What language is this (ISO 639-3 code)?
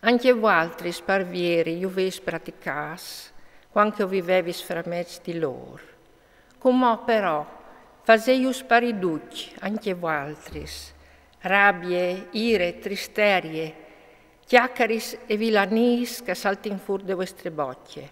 fur